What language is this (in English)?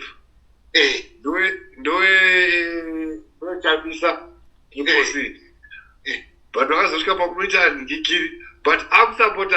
Shona